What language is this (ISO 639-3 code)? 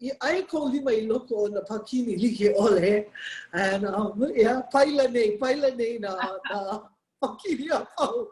haw